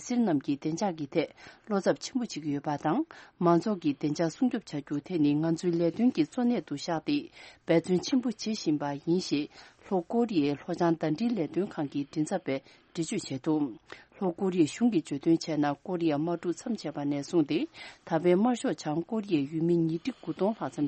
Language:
Tibetan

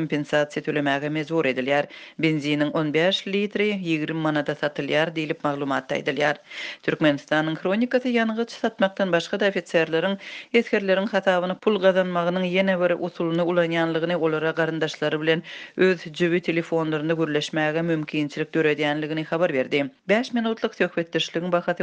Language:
Turkmen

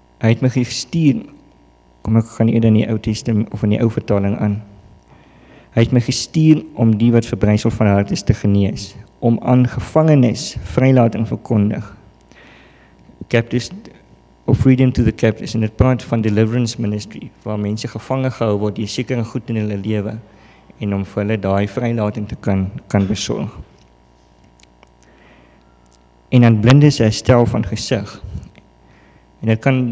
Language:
Afrikaans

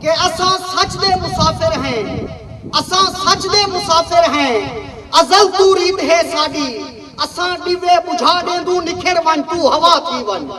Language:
Saraiki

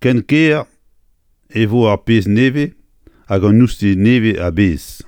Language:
Breton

